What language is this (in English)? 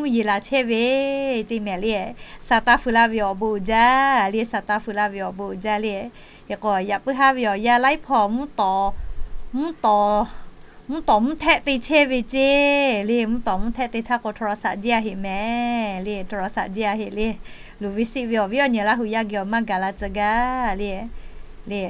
Lahu